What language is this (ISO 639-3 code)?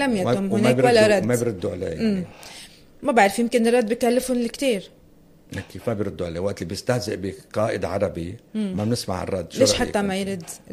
apc